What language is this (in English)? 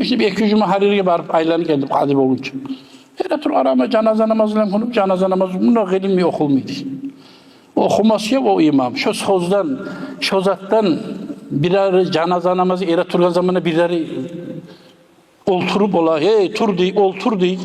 Kumyk